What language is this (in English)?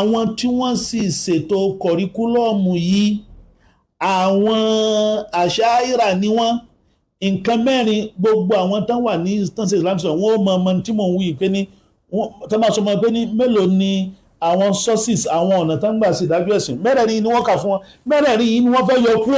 Yoruba